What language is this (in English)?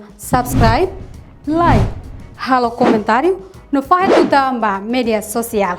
Tetum